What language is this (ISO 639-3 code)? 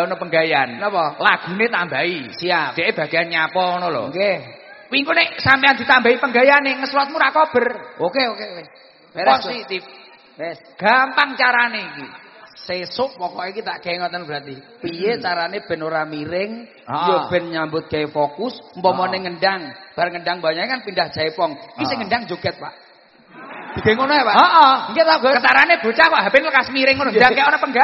jav